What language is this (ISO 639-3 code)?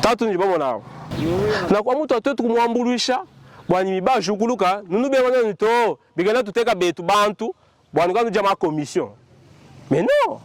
lua